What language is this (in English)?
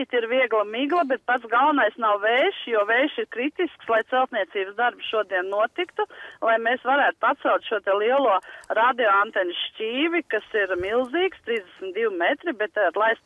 Latvian